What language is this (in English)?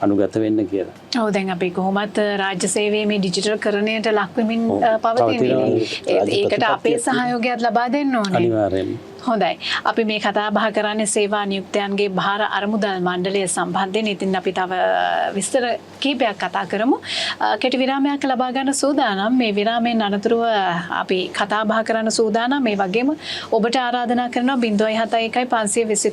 Sinhala